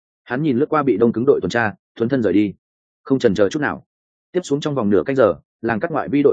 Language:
Vietnamese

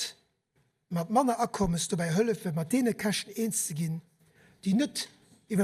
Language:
Luxembourgish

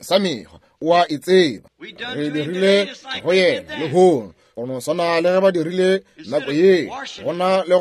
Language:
Northern Sotho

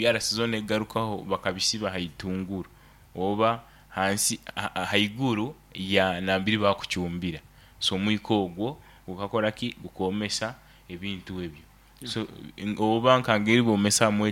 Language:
Nyankole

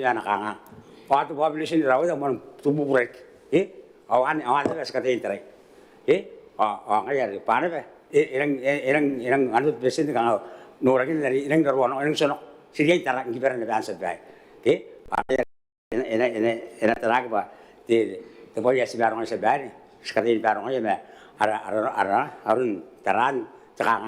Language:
Gilbertese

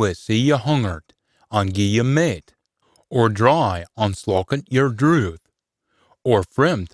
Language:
Scots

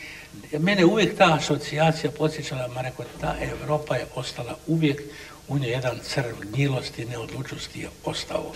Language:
Croatian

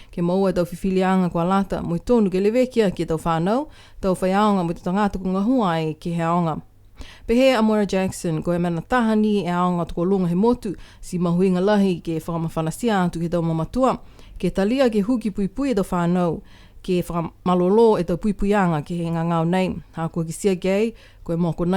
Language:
Niuean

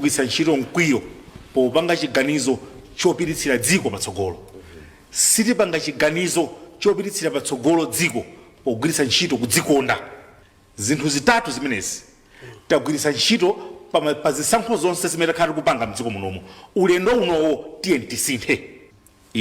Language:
Nyanja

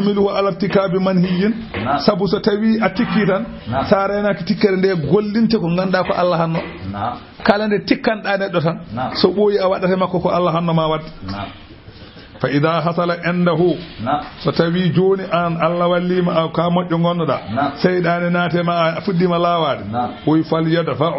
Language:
Fula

